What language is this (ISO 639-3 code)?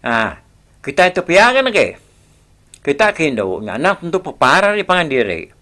iba